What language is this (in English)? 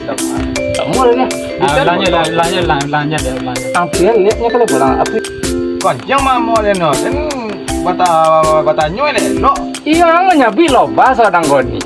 Minangkabau